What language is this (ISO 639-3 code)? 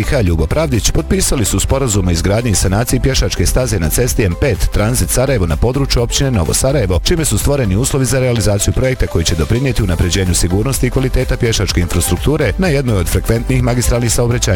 bos